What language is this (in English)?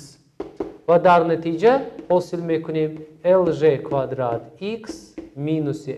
Tajik